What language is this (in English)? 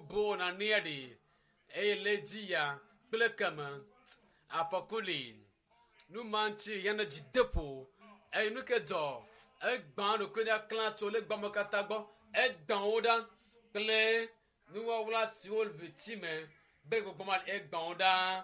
Ewe